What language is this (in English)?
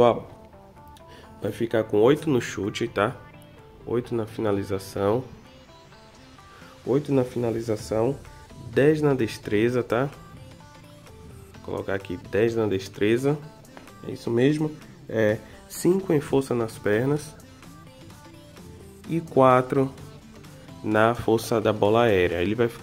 Portuguese